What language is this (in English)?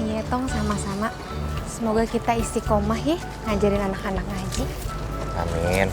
Betawi